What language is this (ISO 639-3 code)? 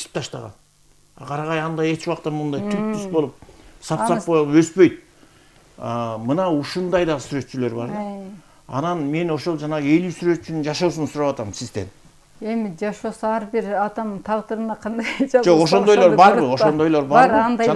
kir